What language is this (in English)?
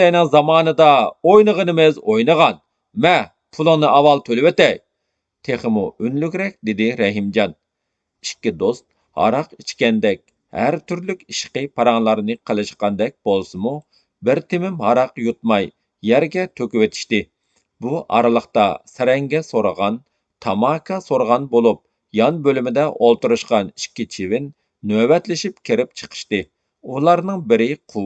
Uyghur